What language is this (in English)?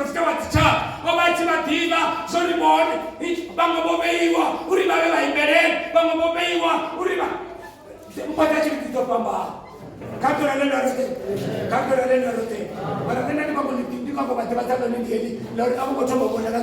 Venda